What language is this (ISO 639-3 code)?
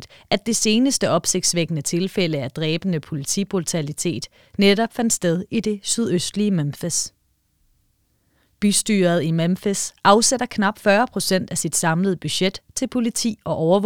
dan